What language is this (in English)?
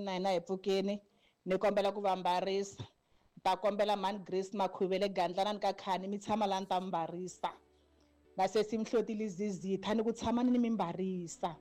Tsonga